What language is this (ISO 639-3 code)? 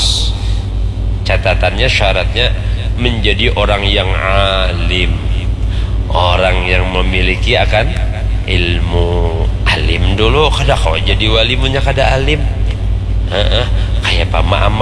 bjn